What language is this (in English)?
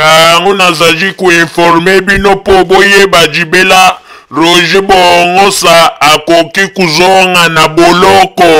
Lingala